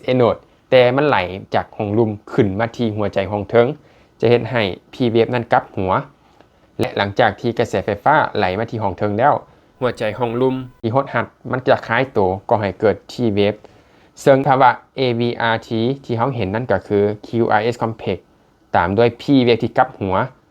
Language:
Lao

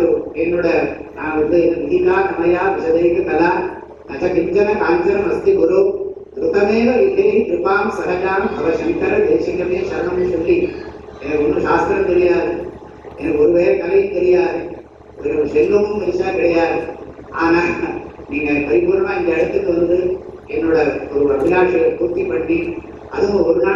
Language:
Tamil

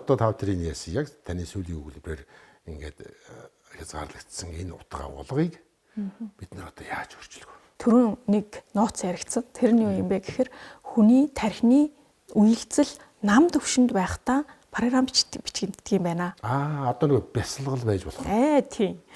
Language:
Mongolian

